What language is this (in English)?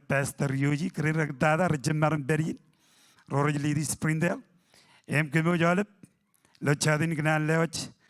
Marshallese